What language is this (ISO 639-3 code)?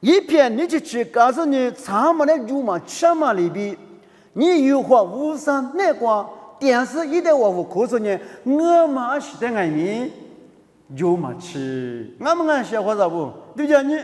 lis